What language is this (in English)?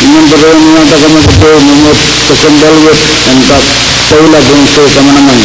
Pohnpeian